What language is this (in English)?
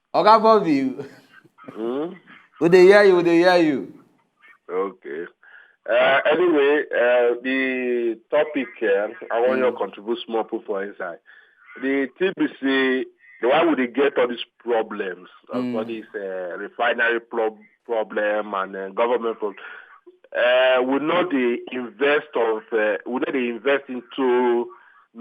Nigerian Pidgin